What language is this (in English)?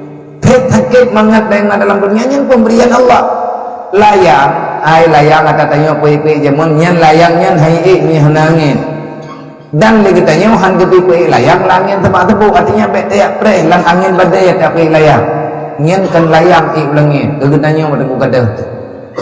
Achinese